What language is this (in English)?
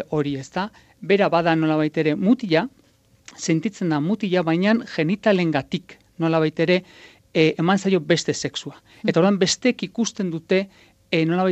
Basque